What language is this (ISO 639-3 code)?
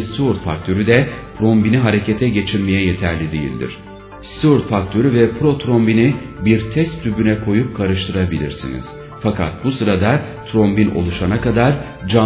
tur